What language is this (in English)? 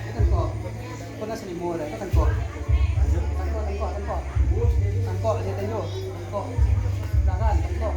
Minangkabau